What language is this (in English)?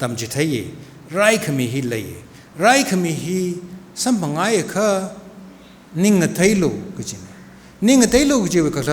Tangkhul Naga (India)